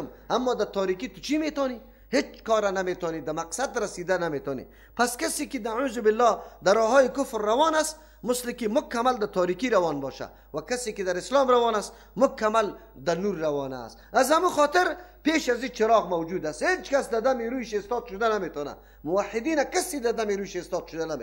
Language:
Persian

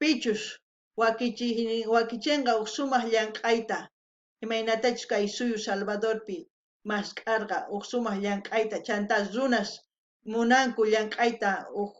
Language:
South Bolivian Quechua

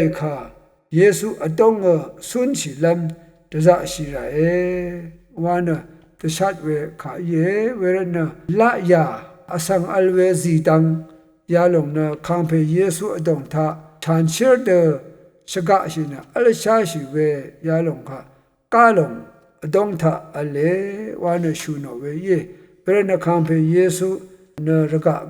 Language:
Rawang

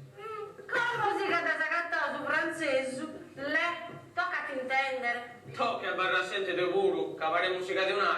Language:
Sardinian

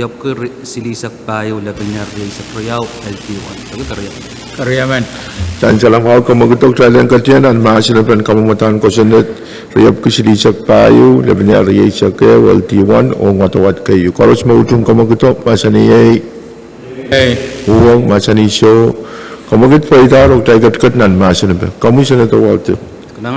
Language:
Pohnpeian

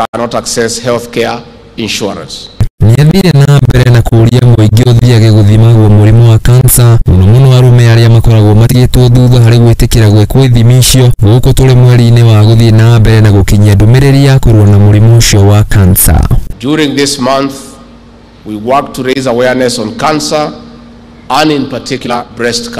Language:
Kikuyu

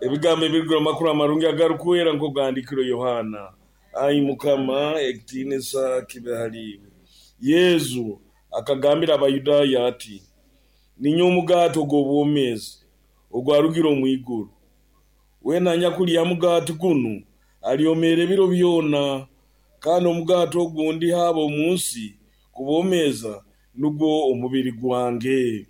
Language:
Nyankole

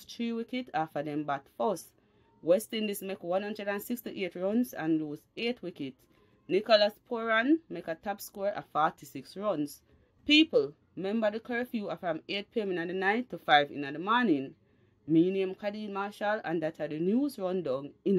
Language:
Jamaican Creole English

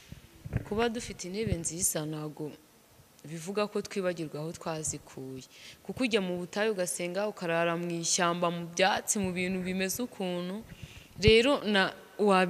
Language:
Kinyarwanda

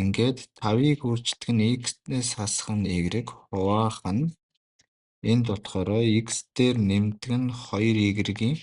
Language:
Mongolian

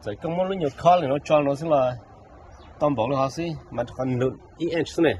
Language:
Hmong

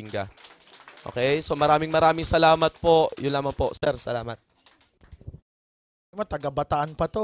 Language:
Filipino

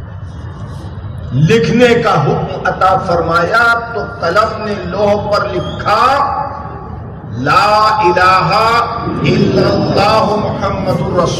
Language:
Urdu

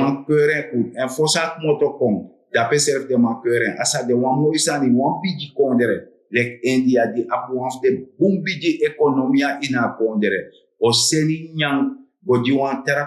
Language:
Sranan Tongo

